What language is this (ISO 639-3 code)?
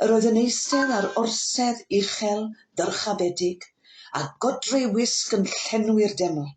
cym